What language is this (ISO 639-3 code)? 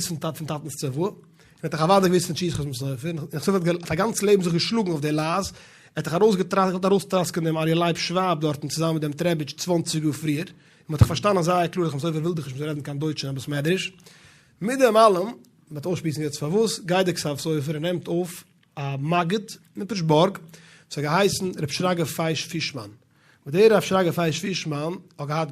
yid